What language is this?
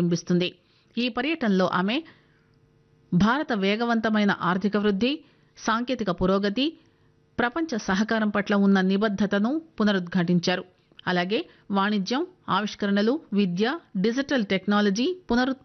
Telugu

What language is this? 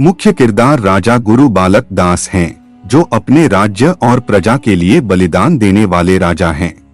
Chhattisgarhi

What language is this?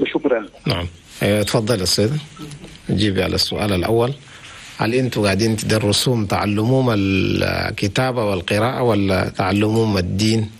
Chadian Arabic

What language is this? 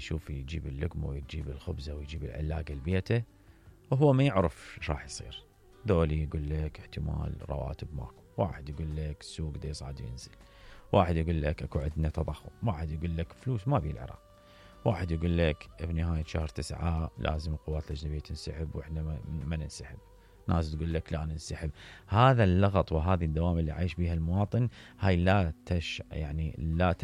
Mesopotamian Arabic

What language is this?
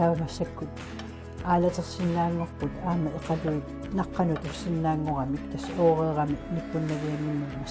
Kalaallisut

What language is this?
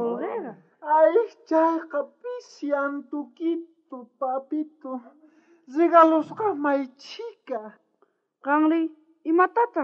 South Bolivian Quechua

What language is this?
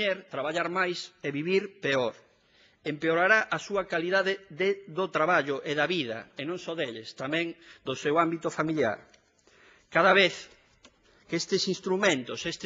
Galician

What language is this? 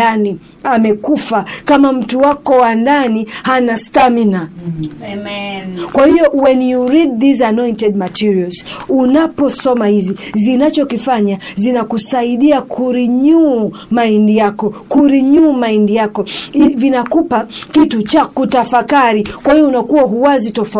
Swahili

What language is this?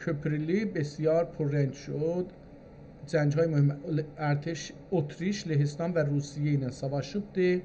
South Azerbaijani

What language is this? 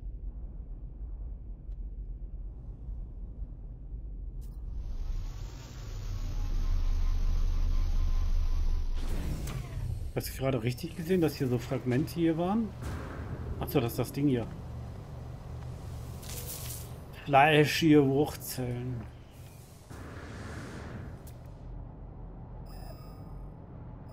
German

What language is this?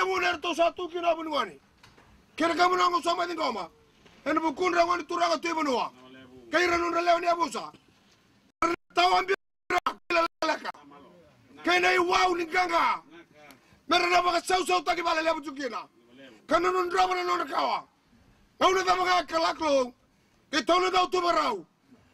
Fijian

